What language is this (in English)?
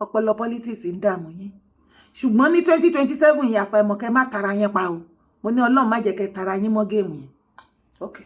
Yoruba